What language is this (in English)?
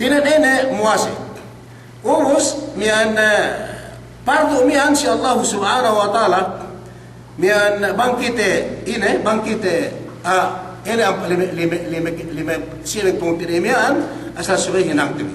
Yakan